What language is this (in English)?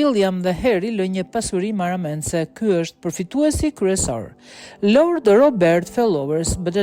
Albanian